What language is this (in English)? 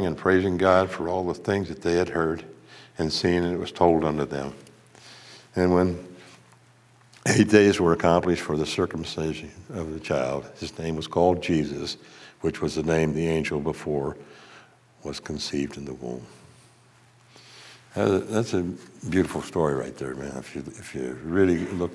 English